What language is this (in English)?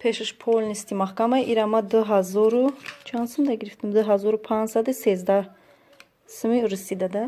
Tajik